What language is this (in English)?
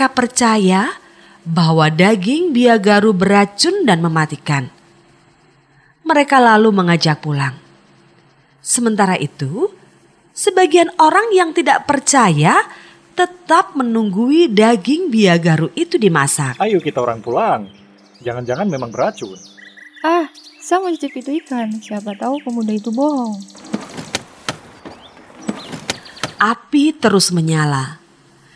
Indonesian